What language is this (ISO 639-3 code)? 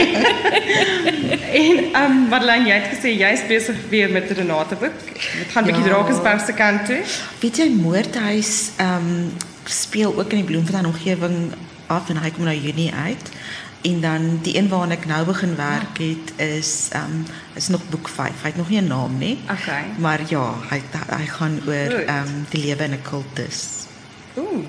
afr